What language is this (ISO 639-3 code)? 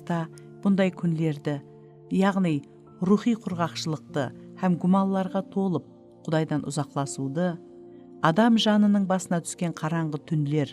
kaa